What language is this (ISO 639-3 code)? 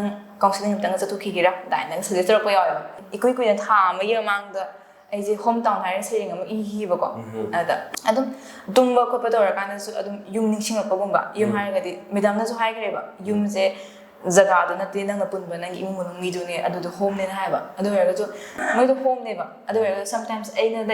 mni